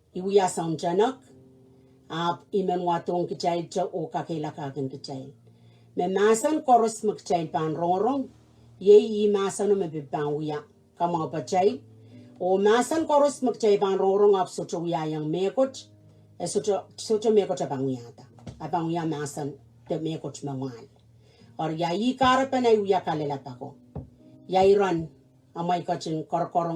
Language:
Pohnpeian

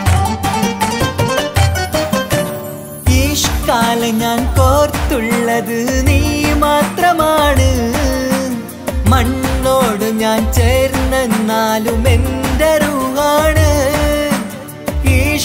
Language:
Malayalam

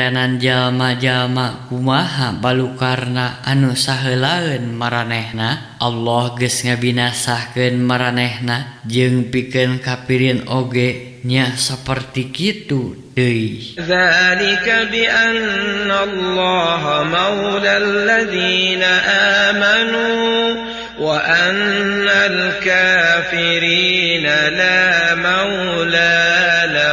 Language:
Sundanese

